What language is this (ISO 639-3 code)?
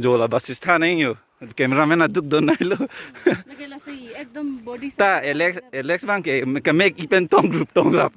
mjw